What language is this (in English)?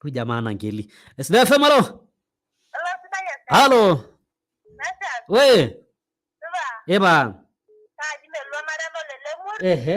Masai